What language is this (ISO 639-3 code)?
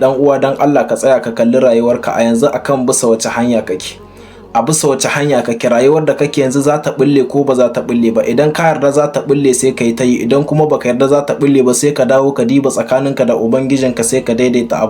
hau